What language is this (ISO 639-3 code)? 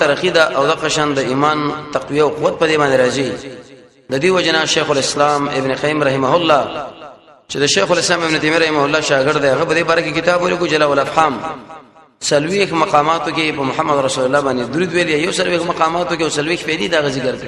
pus